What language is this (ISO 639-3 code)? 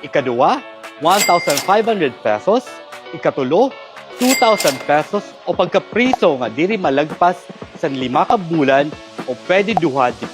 war